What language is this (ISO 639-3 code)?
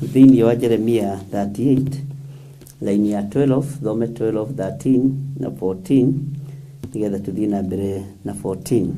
kik